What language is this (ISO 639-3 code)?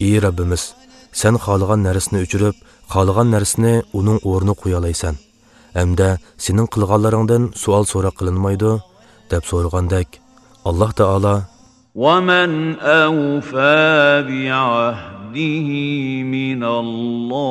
uig